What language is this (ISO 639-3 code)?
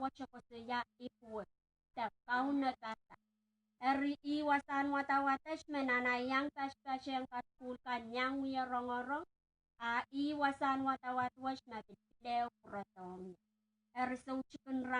pon